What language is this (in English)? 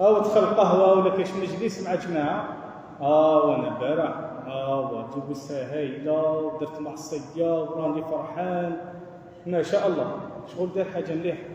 Algerian Arabic